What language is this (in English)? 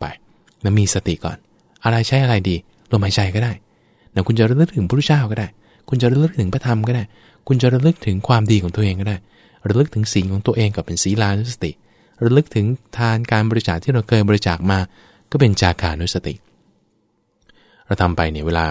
Thai